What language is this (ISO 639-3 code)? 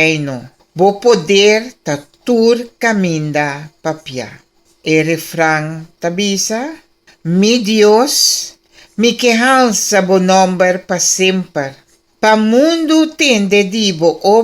pap